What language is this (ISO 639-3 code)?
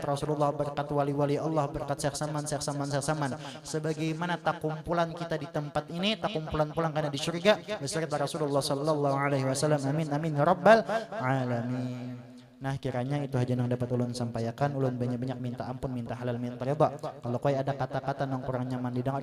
bjn